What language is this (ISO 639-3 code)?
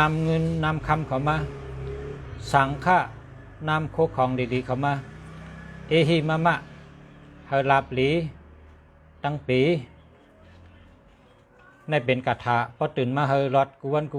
shn